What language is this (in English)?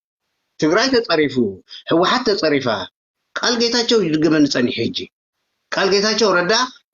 Tigrinya